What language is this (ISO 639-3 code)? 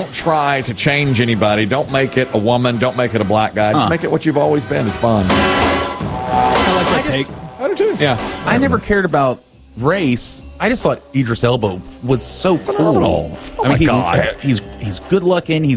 eng